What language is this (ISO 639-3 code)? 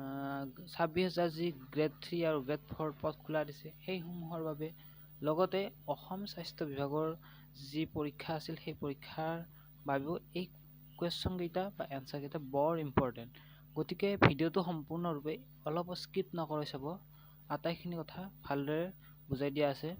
asm